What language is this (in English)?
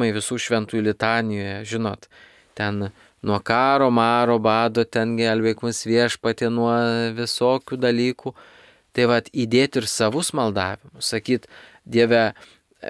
Lithuanian